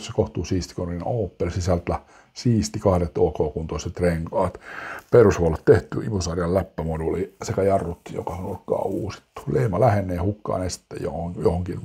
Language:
Finnish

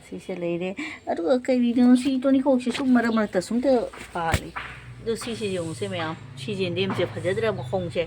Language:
Manipuri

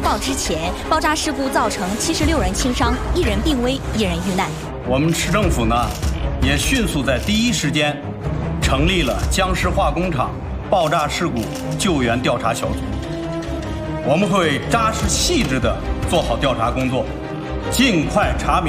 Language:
Chinese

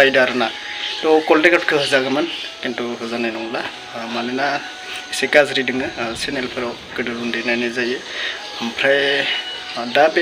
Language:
Bodo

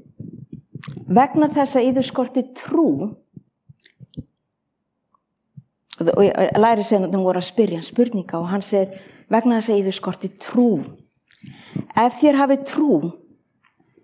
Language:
Icelandic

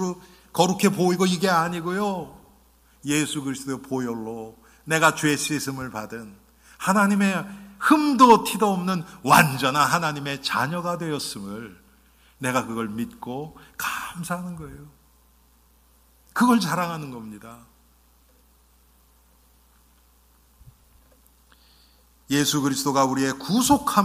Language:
Korean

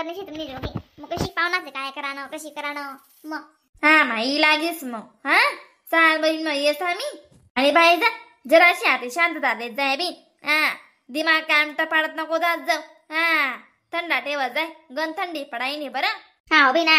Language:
Khandesi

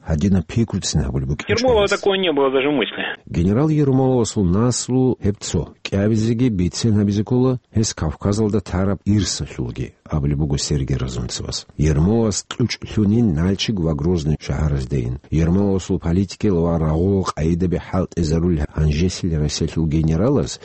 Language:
Avaric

